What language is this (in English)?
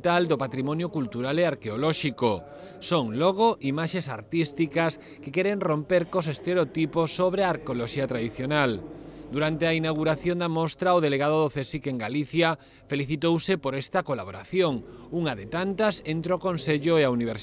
Galician